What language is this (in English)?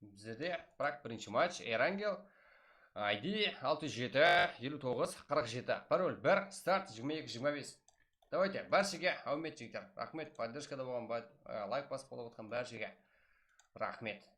Kara-Kalpak